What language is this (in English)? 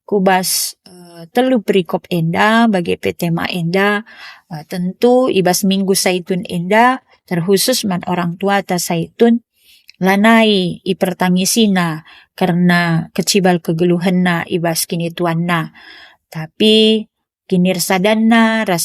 Batak Karo